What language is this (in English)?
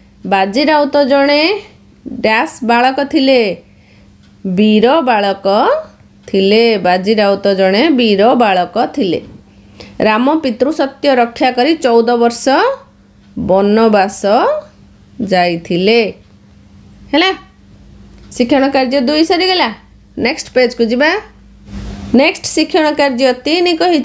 Odia